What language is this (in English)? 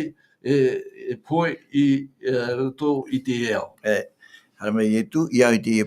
Tahitian